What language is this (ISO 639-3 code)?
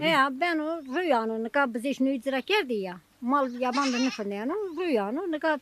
zza